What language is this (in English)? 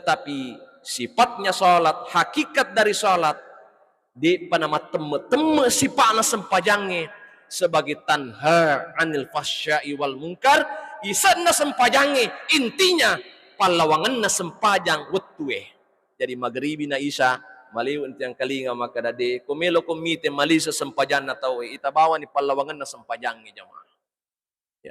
Buginese